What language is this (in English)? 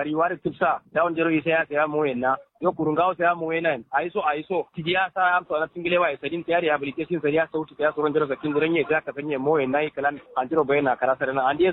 Kanuri